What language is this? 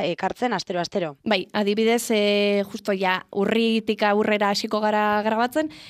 Basque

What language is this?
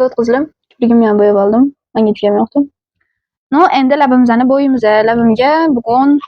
Uzbek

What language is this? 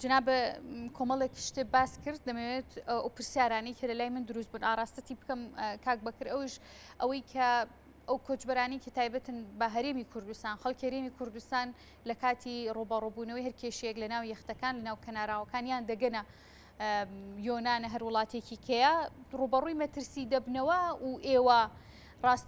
Central Kurdish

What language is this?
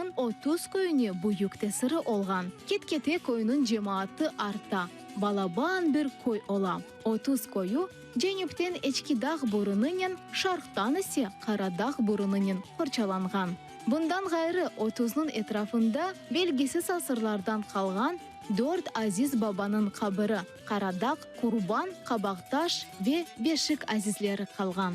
Crimean Tatar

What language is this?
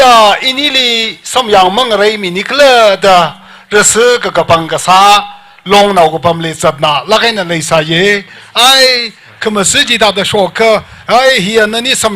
Tangkhul Naga (India)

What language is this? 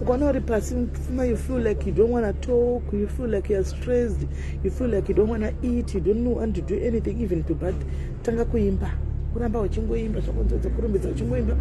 Shona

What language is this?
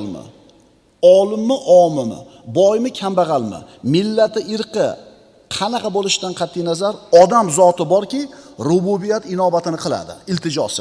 Uzbek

